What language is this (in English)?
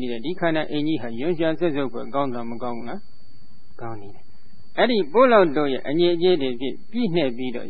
Burmese